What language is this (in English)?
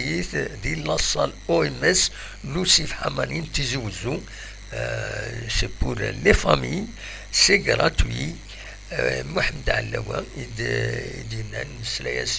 Kabyle